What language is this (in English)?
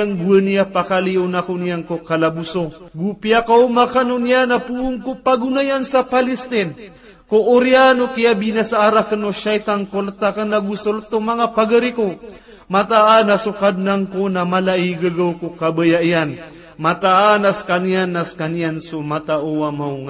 Maranao